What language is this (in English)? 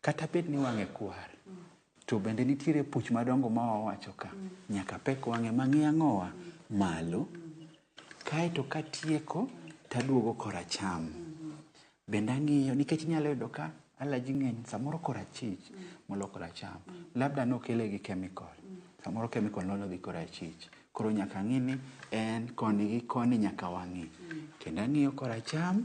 Luo (Kenya and Tanzania)